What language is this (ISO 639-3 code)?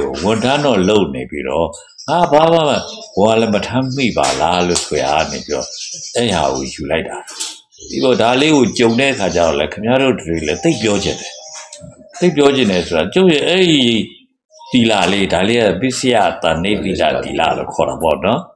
mya